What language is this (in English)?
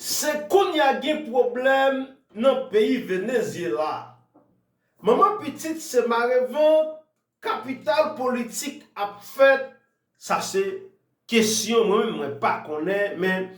Haitian Creole